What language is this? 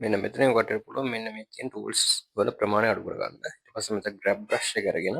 Sinhala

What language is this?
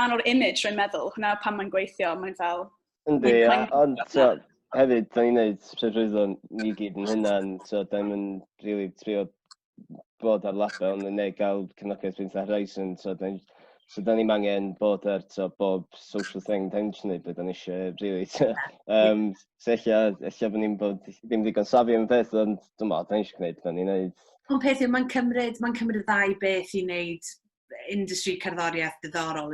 Welsh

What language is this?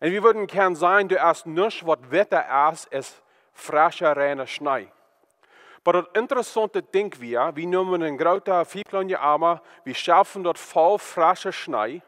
Plautdietsch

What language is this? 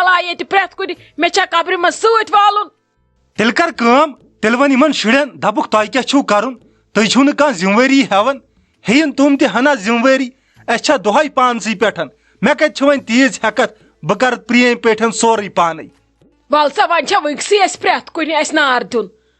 Kashmiri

